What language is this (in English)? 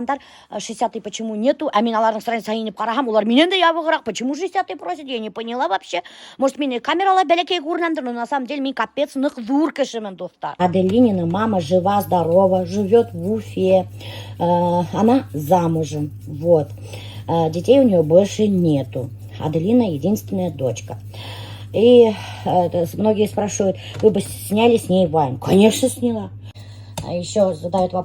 Bashkir